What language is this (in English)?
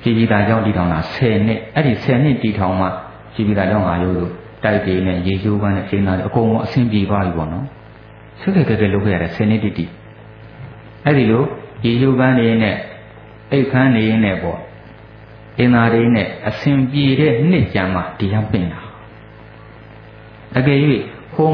Burmese